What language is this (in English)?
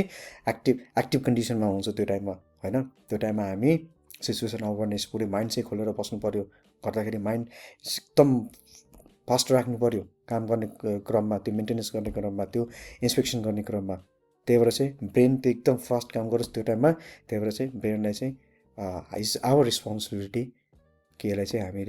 Nepali